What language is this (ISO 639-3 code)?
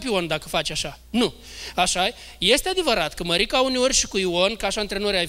ron